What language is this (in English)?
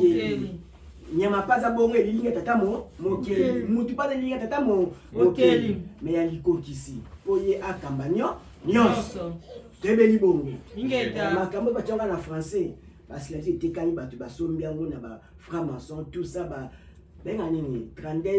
Lingala